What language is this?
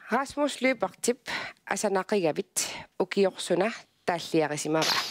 Kalaallisut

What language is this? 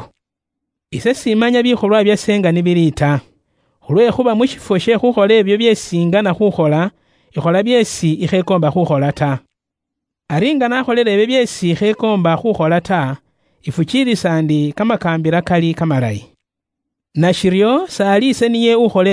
Luyia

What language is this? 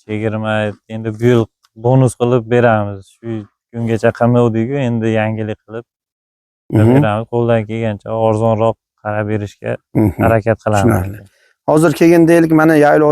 Uzbek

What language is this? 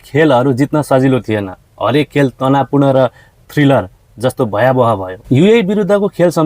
Nepali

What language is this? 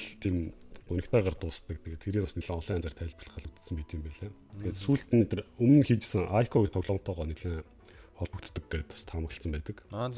Mongolian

